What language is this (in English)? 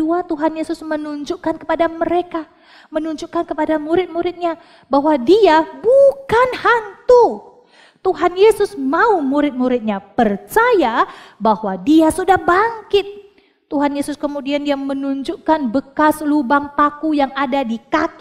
Indonesian